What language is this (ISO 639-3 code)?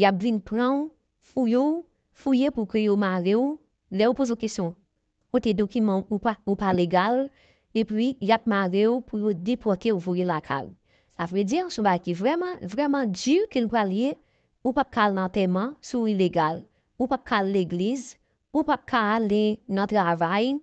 hat